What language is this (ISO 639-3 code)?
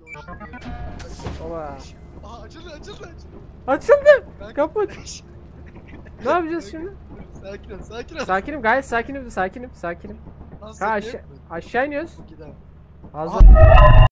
tur